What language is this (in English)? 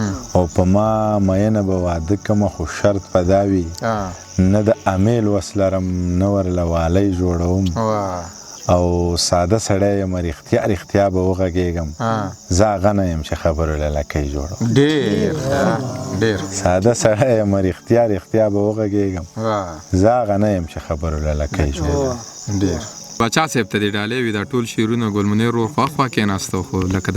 Pashto